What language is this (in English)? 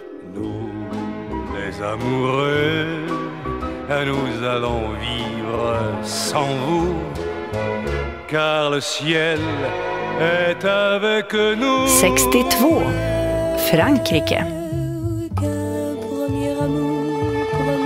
Swedish